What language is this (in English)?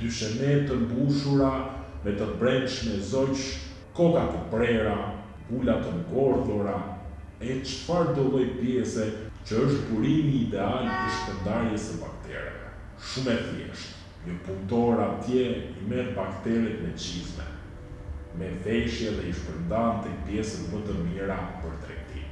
Albanian